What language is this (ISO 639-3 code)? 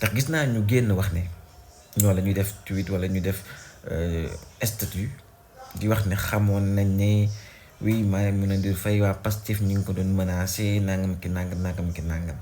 wol